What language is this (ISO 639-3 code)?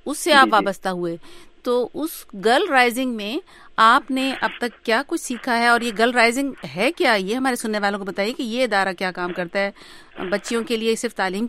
urd